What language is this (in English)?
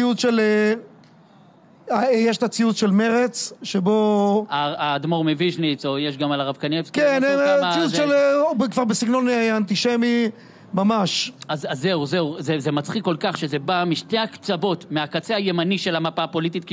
Hebrew